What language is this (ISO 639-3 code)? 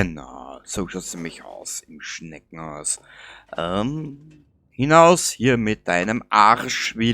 bar